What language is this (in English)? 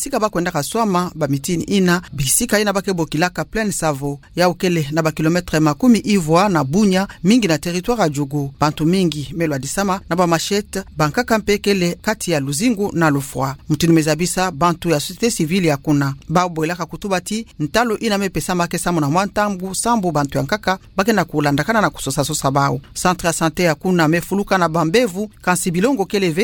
Kituba (Democratic Republic of Congo)